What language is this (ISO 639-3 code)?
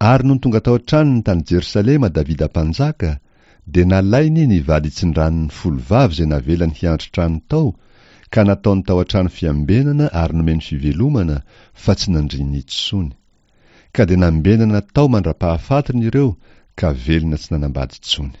mlg